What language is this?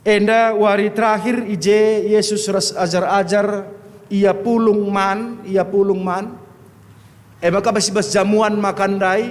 Batak Karo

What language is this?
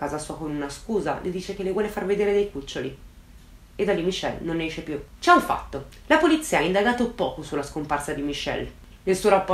Italian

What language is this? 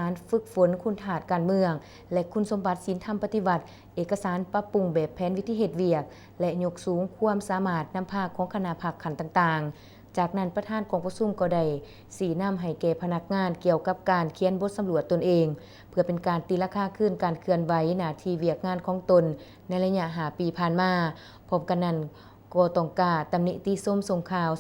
Lao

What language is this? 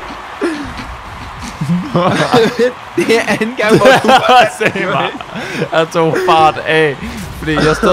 Danish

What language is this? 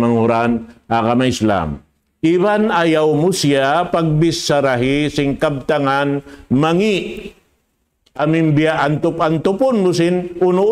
Tausug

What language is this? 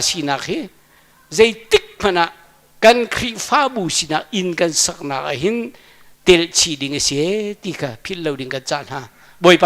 Hakha Chin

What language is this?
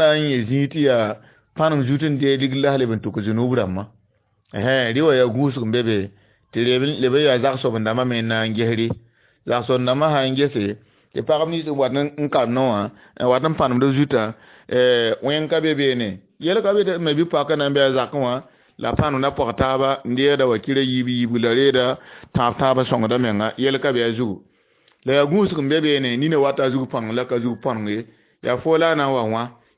Mossi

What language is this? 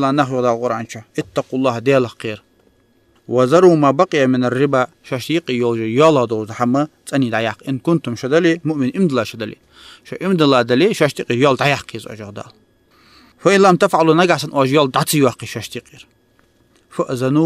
Ingush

